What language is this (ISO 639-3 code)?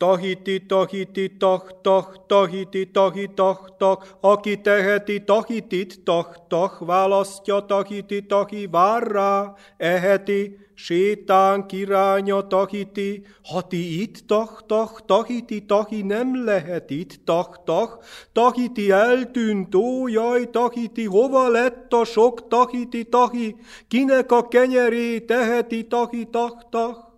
hun